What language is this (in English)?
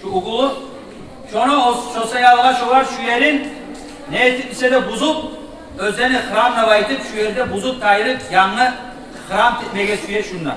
Kumyk